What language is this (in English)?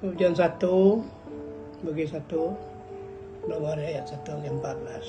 Iban